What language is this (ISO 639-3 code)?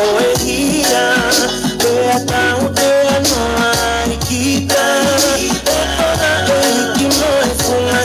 ton